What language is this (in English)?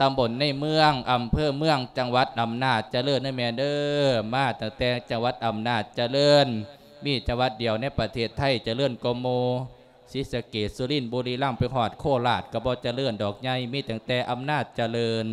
Lao